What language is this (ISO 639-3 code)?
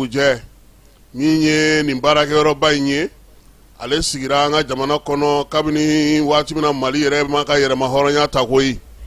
bam